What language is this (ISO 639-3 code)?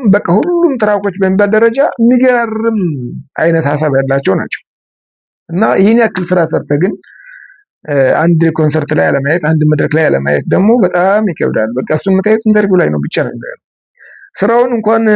amh